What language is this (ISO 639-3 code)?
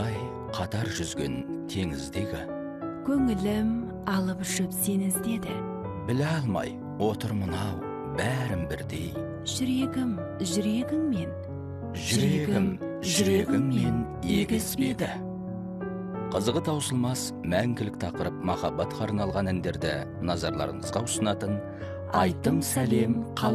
kaz